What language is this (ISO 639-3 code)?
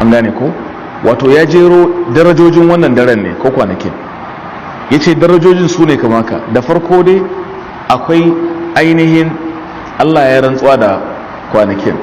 hau